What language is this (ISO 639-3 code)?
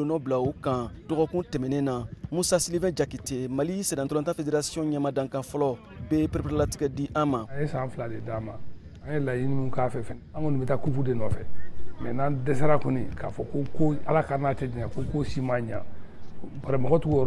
bam